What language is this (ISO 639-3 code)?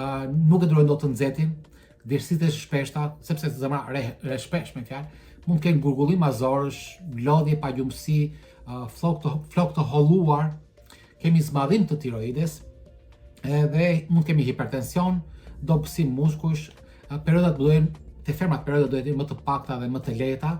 sqi